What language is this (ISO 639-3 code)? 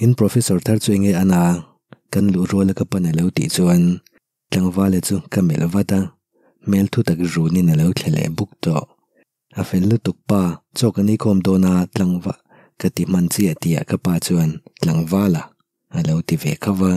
lus